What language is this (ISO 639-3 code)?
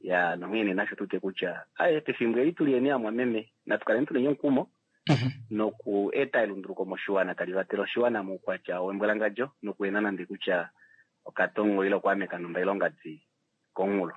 kua